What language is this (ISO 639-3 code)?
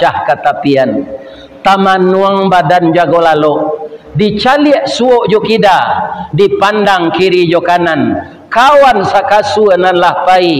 min